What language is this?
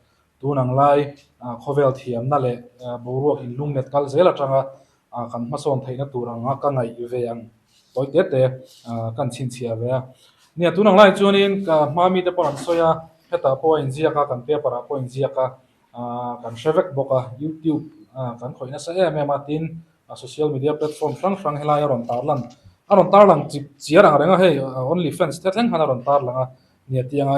Mizo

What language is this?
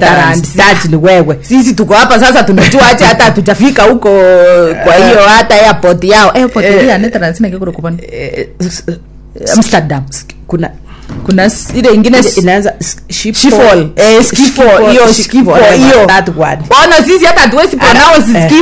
Gusii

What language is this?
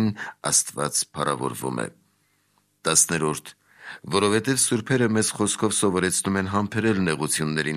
Armenian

